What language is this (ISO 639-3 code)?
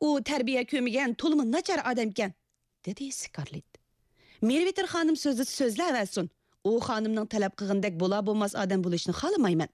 uig